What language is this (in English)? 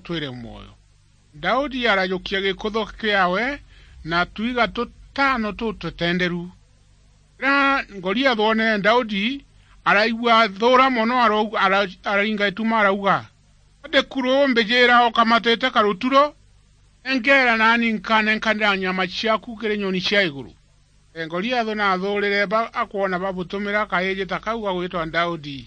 Meru